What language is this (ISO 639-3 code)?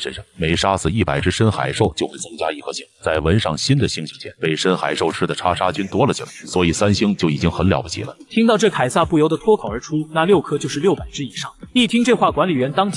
zho